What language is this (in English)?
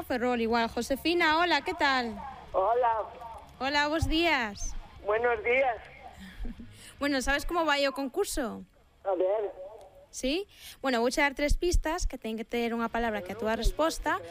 Galician